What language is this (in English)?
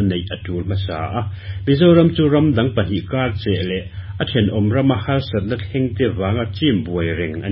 Mizo